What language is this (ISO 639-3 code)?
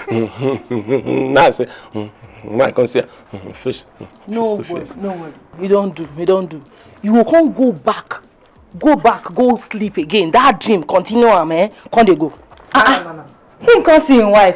pcm